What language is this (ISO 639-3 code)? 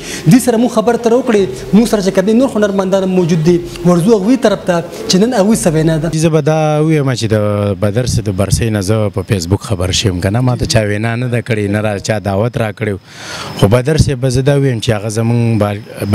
pus